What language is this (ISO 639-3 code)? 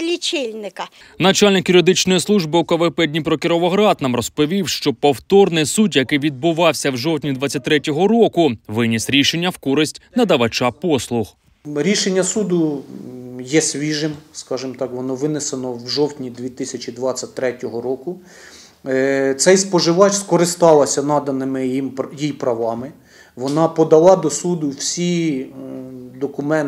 ukr